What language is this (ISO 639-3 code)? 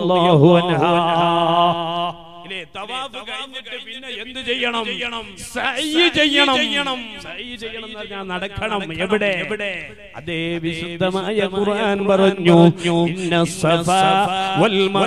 mal